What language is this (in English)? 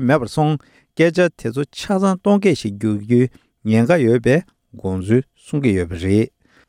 Tibetan